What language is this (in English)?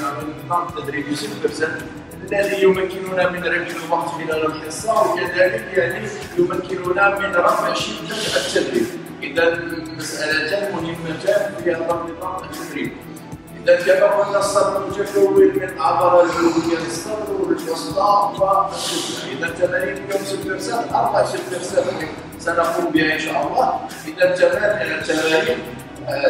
Arabic